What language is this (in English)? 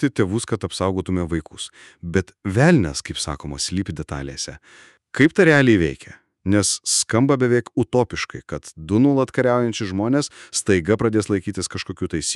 Lithuanian